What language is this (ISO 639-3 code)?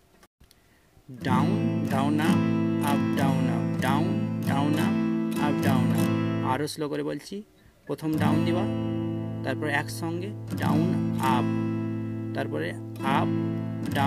ben